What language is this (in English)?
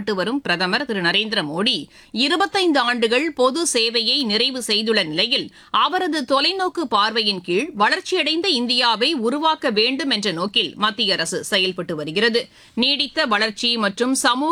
Tamil